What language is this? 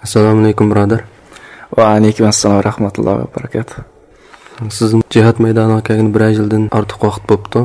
Uyghur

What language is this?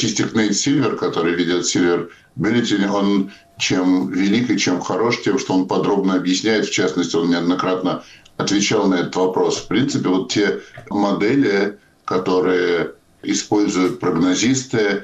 Russian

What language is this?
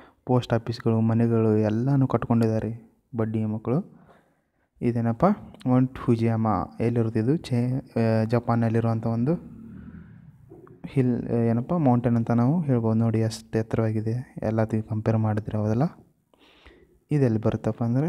Kannada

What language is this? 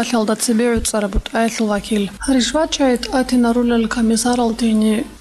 Avaric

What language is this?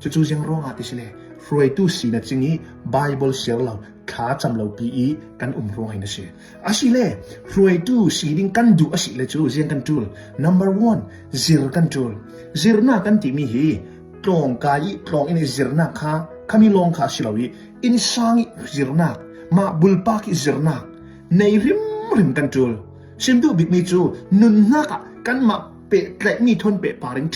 Hakha Chin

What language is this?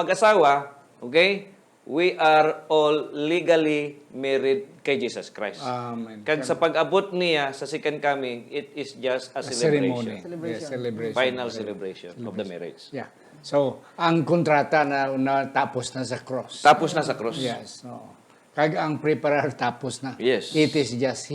Hiligaynon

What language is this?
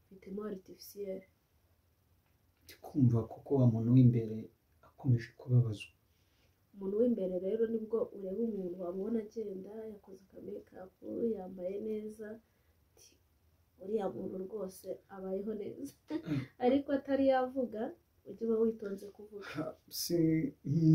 Kinyarwanda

